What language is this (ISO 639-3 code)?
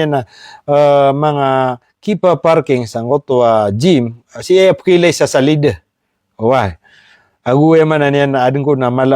mrw